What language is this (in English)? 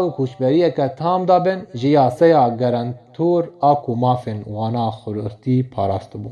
Kurdish